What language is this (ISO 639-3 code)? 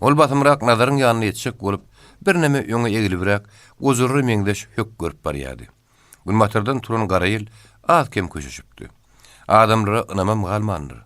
tuk